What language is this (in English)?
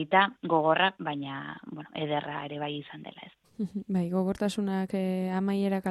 Basque